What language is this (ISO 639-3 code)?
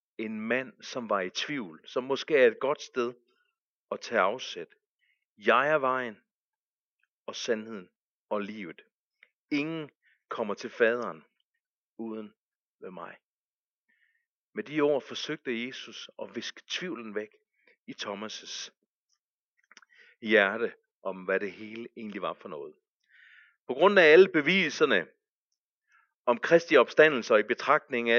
dan